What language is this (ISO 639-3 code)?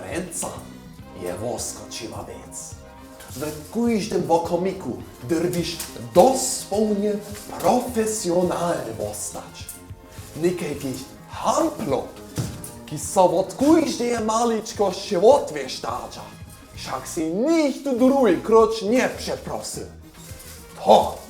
hsb